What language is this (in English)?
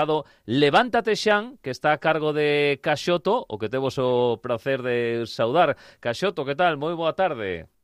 Galician